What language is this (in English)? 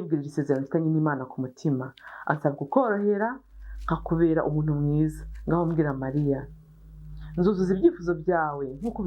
Kinyarwanda